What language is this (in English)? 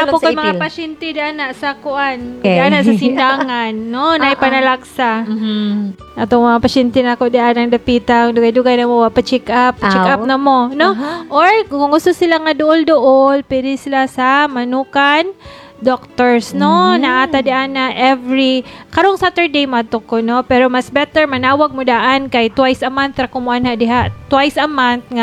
Cebuano